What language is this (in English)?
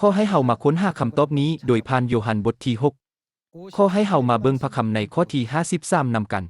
Lao